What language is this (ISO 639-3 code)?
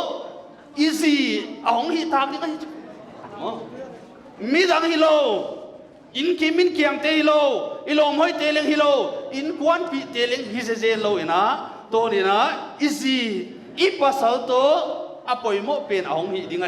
pck